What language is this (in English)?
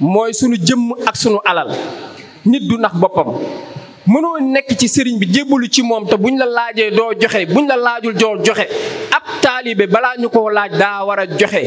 Wolof